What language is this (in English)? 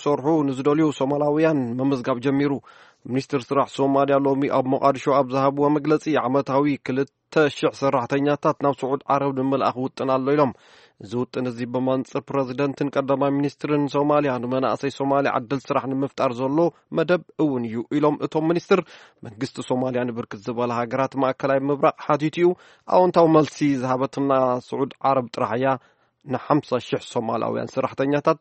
Tigrinya